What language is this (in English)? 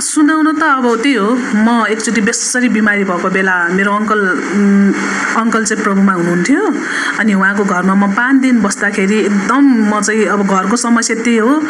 Nepali